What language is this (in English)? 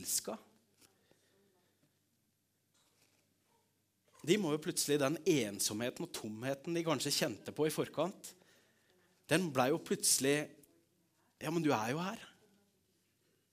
Norwegian